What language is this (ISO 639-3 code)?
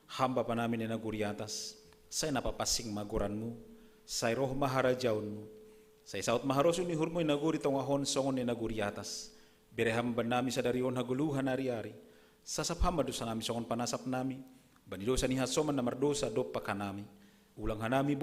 bts